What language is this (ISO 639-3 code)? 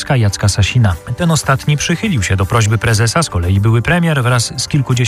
pol